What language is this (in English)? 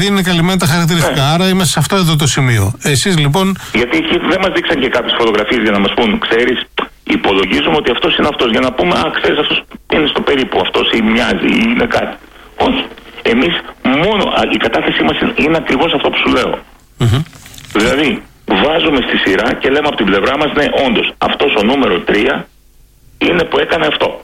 Greek